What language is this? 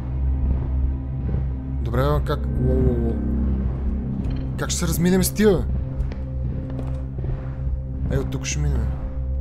Bulgarian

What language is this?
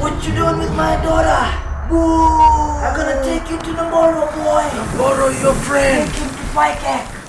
Fijian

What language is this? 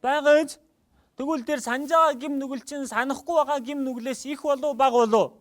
Mongolian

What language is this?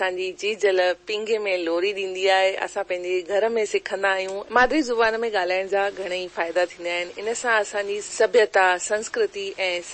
Sindhi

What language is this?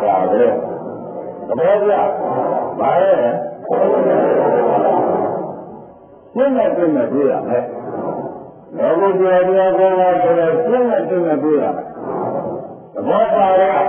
Burmese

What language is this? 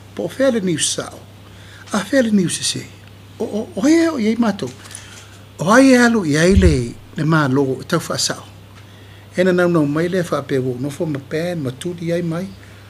Samoan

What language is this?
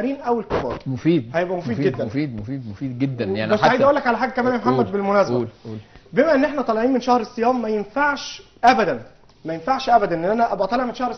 Egyptian Arabic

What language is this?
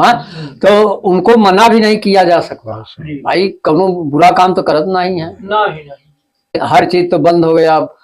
Awadhi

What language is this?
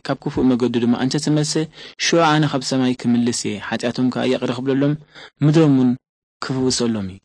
Tigrinya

